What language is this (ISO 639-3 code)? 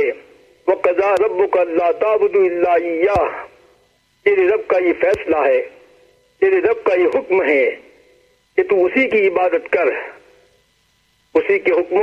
urd